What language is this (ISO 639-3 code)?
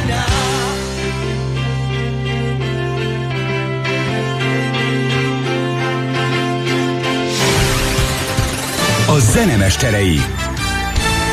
hun